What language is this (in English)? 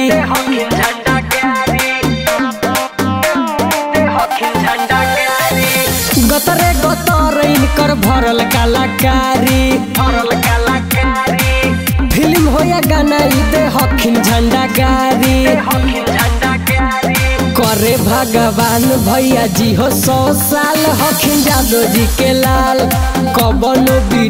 Magahi